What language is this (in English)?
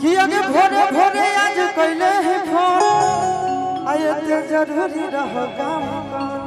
Magahi